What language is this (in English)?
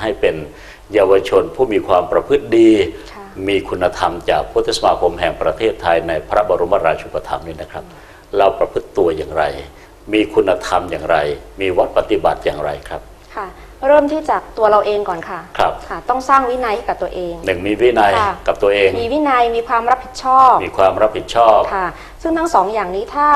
Thai